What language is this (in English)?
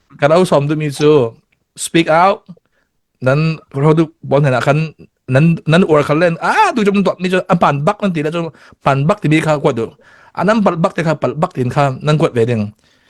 Falam Chin